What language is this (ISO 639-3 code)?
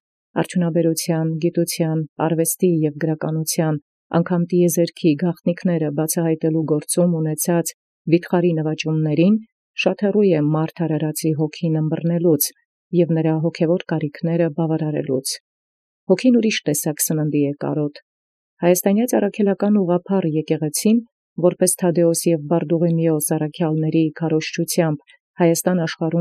hye